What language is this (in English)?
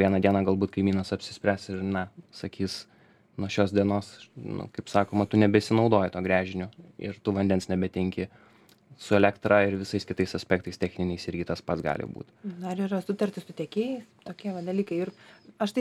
Lithuanian